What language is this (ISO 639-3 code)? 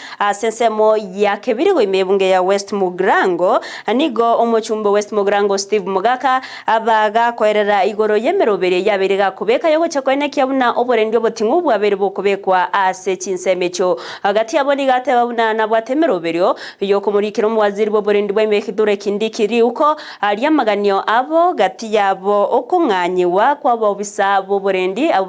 guz